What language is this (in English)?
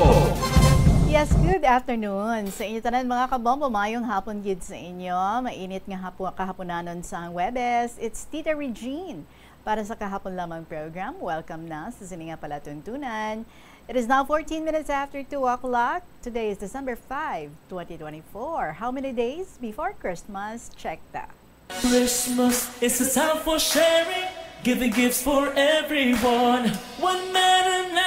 Hiligaynon